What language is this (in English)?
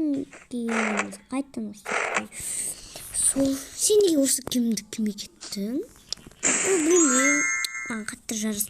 Kazakh